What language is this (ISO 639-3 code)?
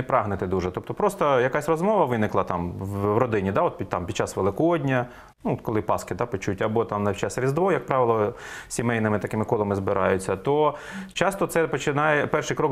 ukr